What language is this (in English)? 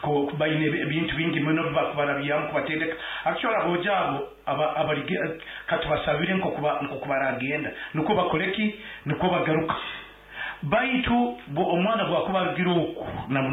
Nyankole